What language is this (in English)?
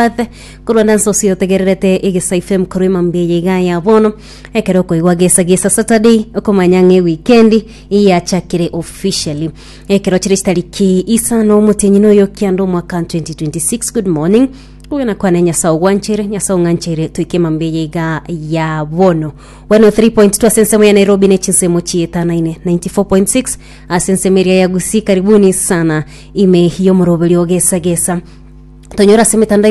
Gusii